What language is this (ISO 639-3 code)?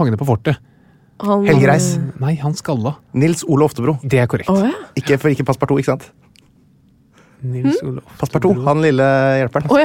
nor